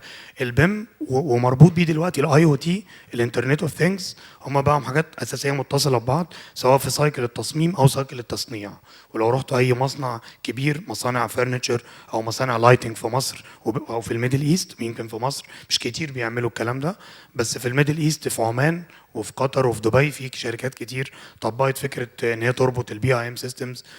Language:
Egyptian Arabic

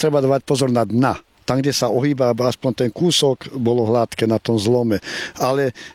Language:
Slovak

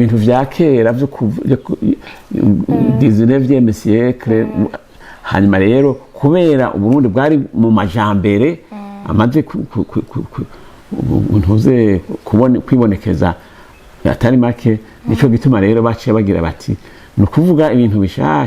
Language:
Rundi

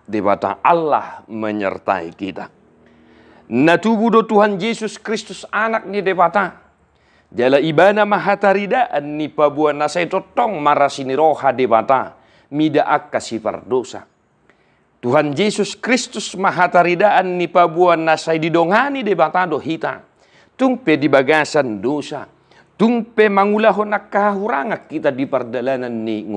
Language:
Batak Toba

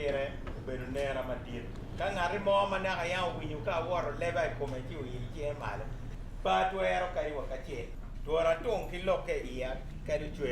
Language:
Acoli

